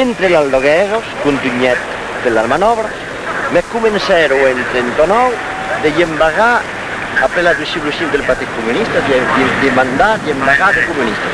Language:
Occitan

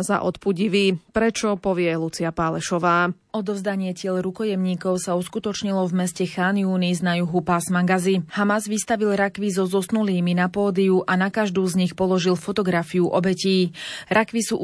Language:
Slovak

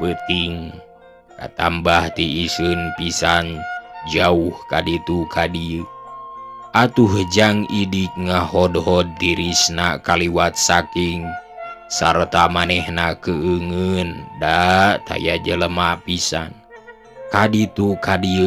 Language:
Sundanese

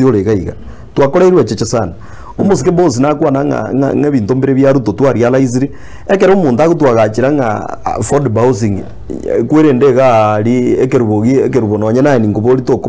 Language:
Gusii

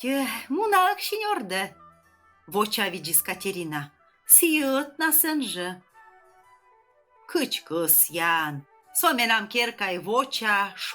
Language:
Komi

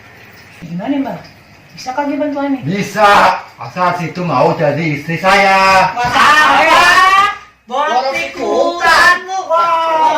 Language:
Betawi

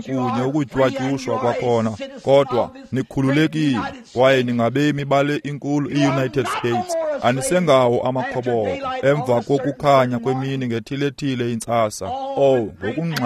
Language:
Xhosa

